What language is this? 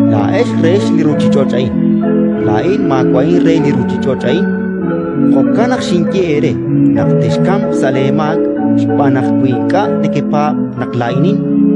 Kekchí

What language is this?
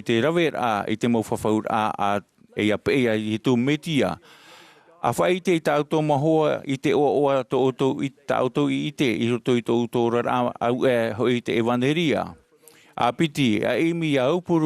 Tahitian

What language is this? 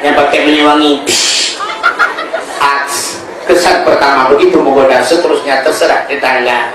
Achinese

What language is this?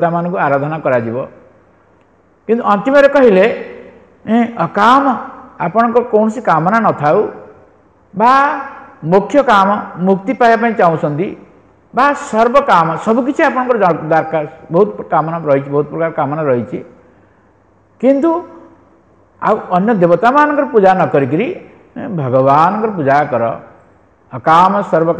Odia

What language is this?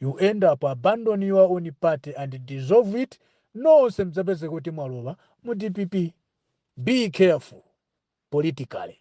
Nyanja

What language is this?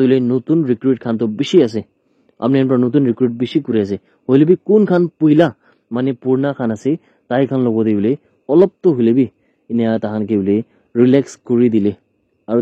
Naga Pidgin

